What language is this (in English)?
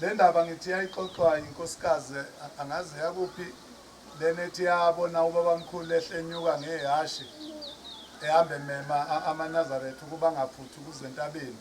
Zulu